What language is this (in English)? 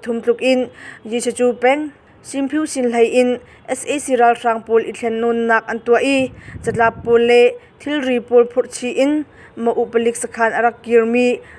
Hakha Chin